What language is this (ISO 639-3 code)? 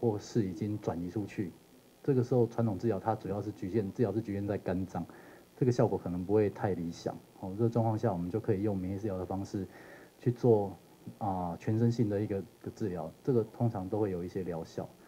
zho